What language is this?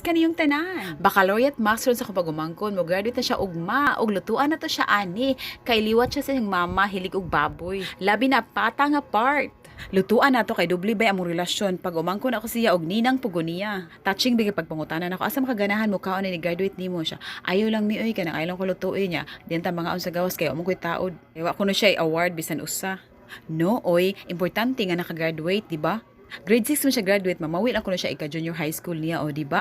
Cebuano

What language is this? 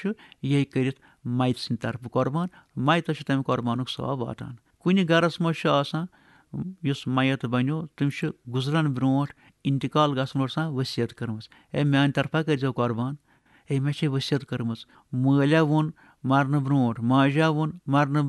Kashmiri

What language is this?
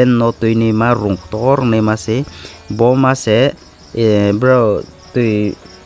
Riang (India)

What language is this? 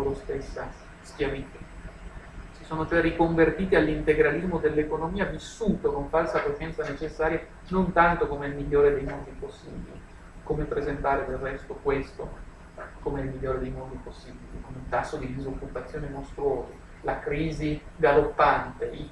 Italian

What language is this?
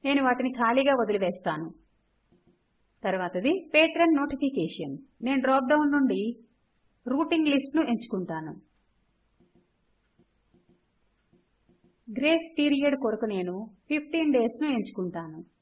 Telugu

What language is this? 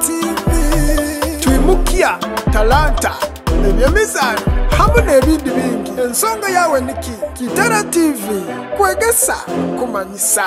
Nyoro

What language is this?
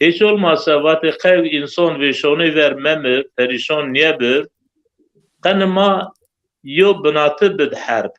Zaza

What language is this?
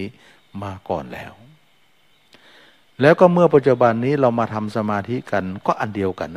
Thai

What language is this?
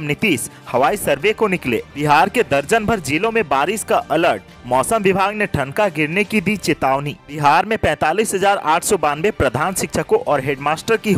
Hindi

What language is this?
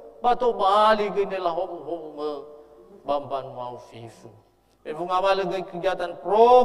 Nias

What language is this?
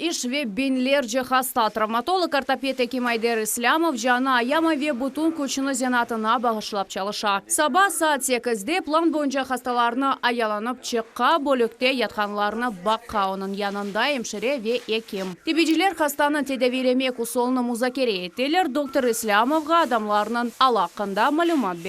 Crimean Tatar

